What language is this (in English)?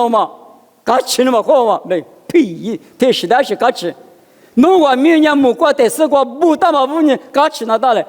Lisu